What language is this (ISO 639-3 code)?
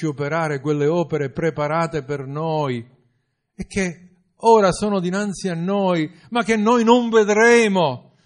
ita